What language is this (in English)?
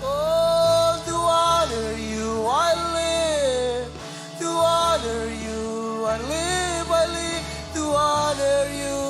Marshallese